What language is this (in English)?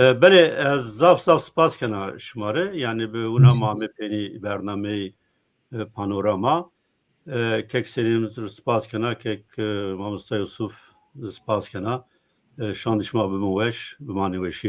Zaza